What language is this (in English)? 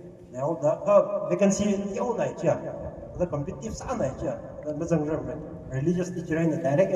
Tangkhul Naga (India)